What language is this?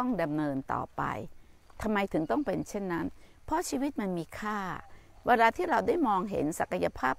Thai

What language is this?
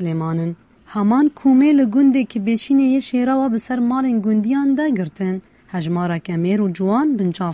Kurdish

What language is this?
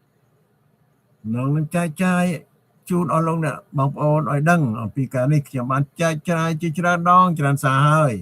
Khmer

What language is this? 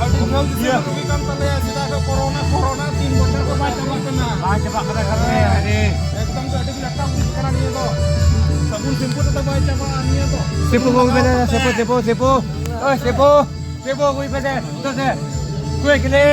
Santali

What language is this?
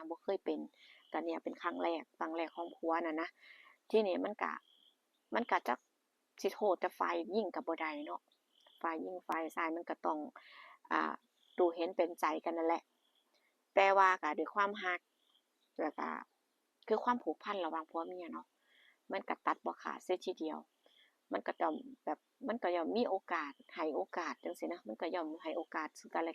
Northeastern Thai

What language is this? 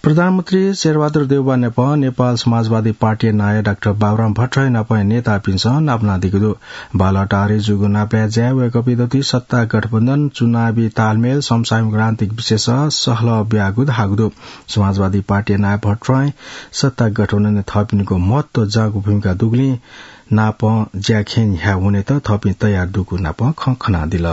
Newari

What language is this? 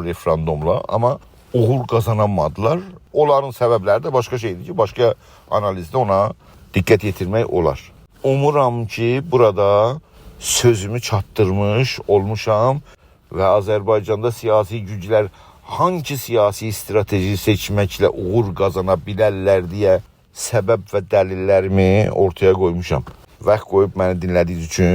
South Azerbaijani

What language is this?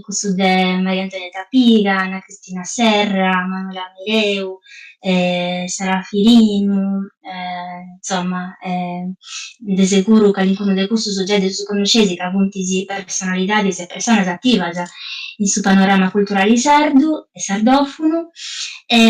Sardinian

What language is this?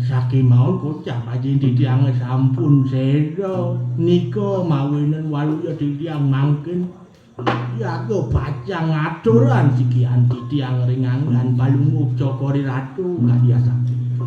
Balinese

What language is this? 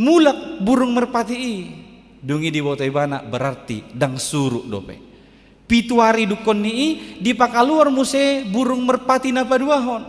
Batak Toba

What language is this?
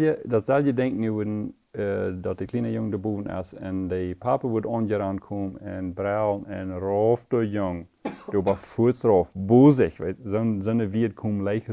Plautdietsch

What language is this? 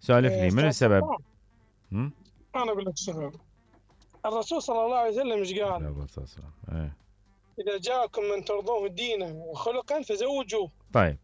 Mesopotamian Arabic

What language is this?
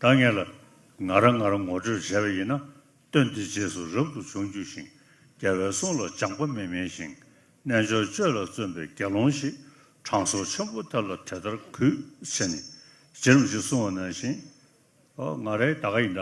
Ladakhi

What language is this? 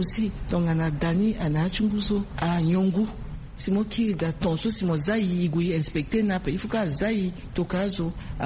Sango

